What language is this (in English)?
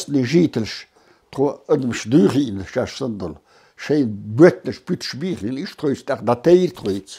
Chechen